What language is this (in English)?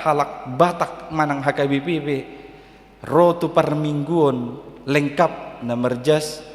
Batak Toba